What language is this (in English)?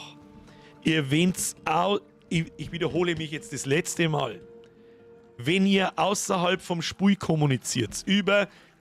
Bavarian